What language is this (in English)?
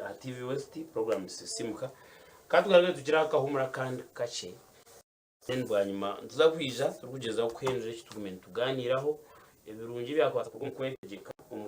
Nyankole